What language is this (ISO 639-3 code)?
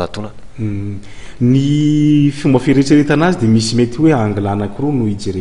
mlg